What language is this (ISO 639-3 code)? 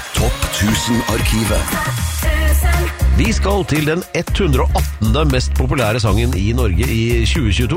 nor